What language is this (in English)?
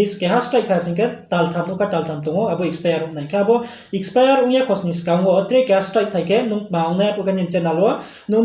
Riang (India)